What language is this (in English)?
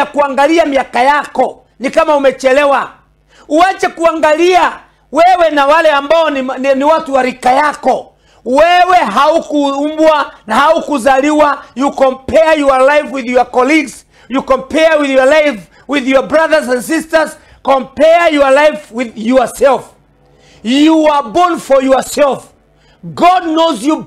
Swahili